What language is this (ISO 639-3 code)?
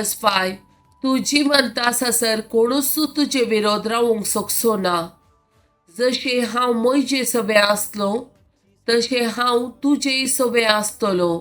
kok